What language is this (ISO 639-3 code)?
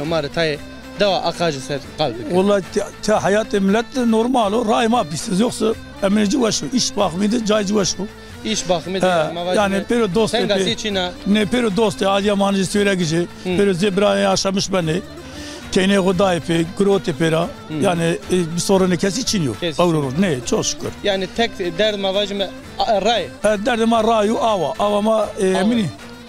zza